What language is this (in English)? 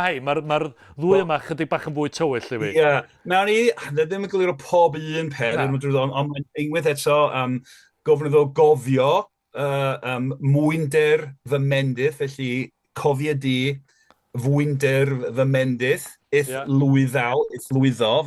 Welsh